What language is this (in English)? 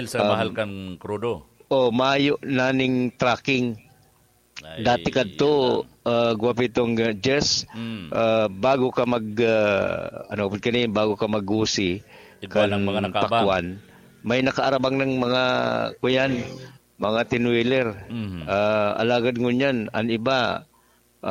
Bikol